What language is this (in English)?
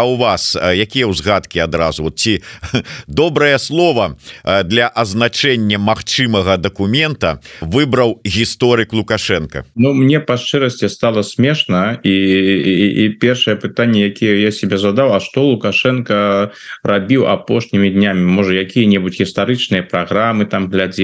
Belarusian